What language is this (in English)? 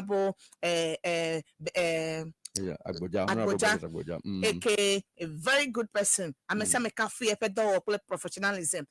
Ewe